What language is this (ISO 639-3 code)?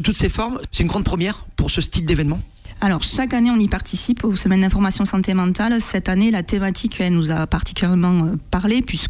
fra